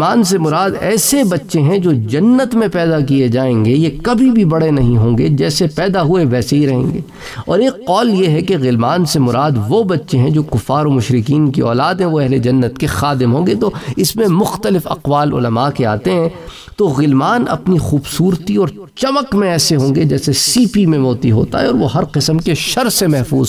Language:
Urdu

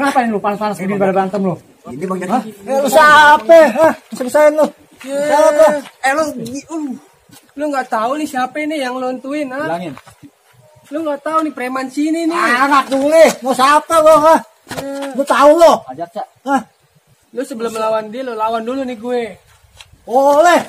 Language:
Betawi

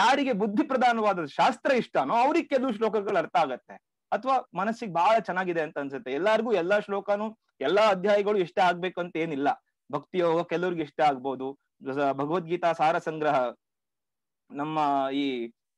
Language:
Kannada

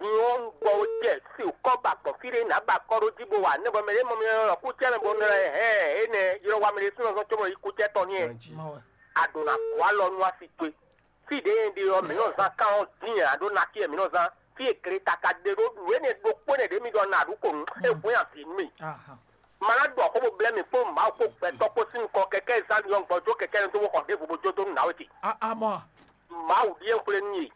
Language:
Fon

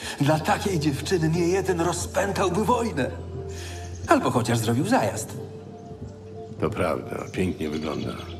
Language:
Polish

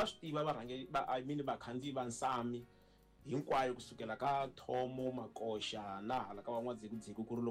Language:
Tsonga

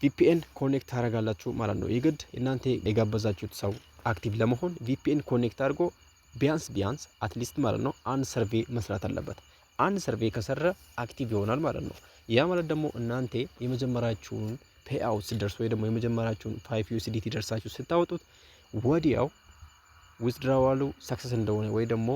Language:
Amharic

